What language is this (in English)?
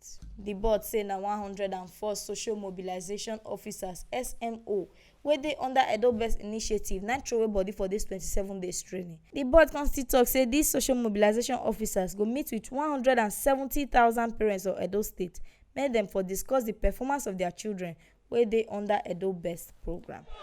Nigerian Pidgin